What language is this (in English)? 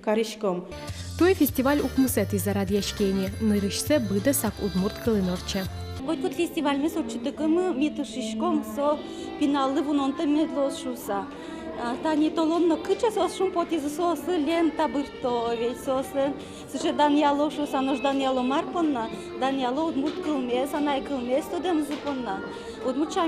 Udmurt